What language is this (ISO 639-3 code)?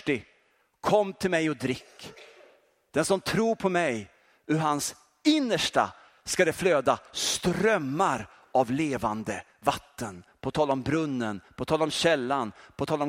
swe